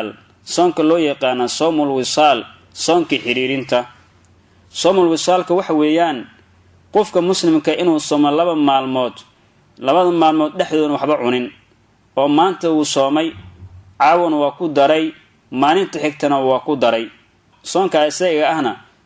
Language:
Somali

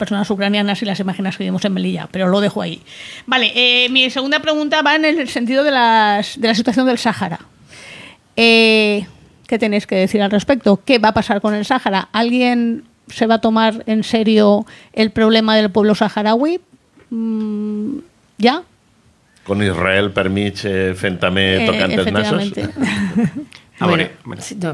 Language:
Catalan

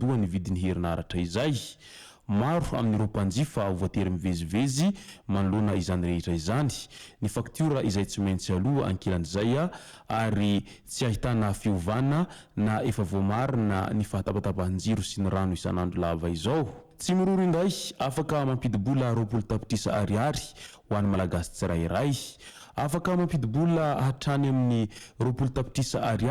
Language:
Malagasy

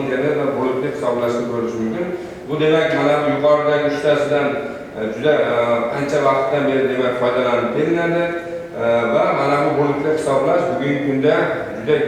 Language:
Uzbek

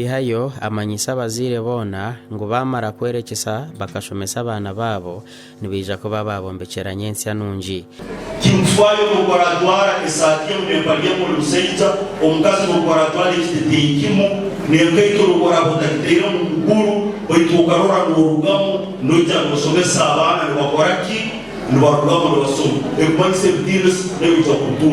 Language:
Nyankole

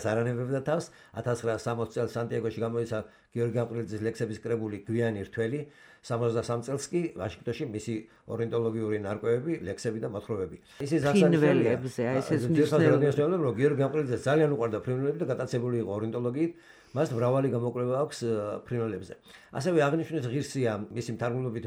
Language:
Georgian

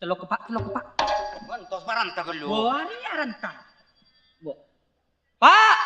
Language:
Madurese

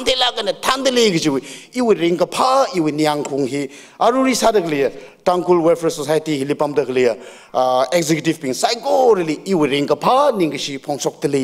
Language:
Tangkhul Naga (India)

